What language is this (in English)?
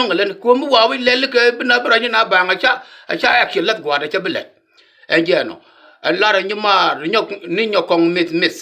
Nuer